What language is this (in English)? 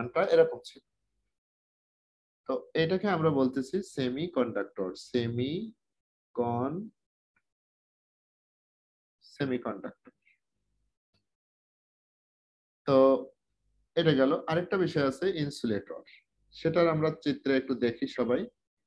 Bangla